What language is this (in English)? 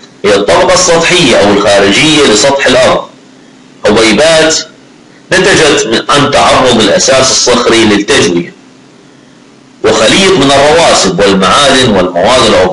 Arabic